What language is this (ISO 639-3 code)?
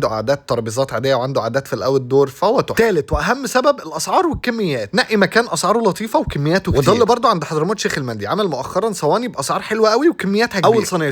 arz